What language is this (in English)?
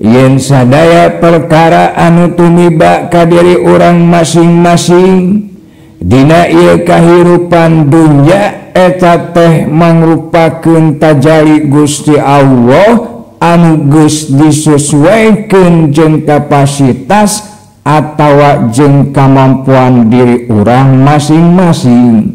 Sundanese